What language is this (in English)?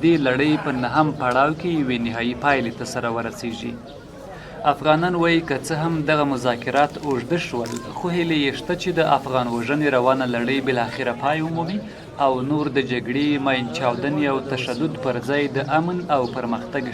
Pashto